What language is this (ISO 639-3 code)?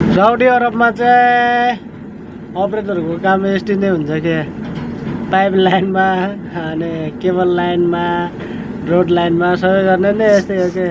nep